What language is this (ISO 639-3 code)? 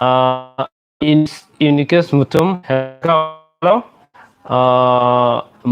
mni